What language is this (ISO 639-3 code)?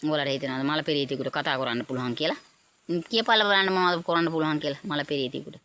sin